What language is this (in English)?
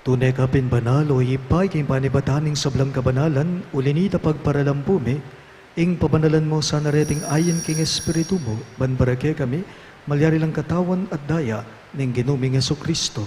Pampanga